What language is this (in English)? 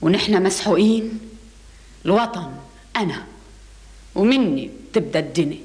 North Levantine Arabic